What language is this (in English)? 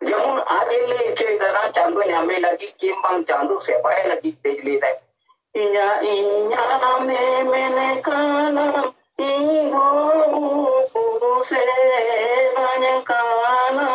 Santali